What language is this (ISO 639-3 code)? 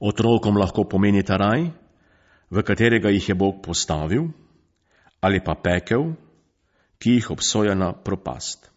slv